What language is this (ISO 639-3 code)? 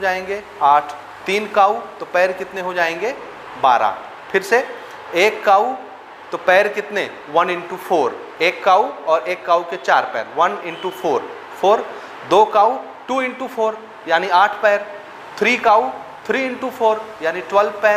hin